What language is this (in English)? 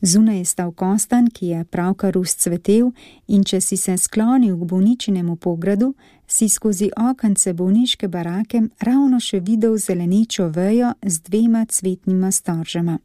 Slovenian